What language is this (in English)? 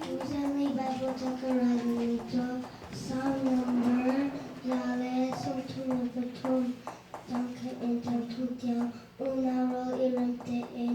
Hakha Chin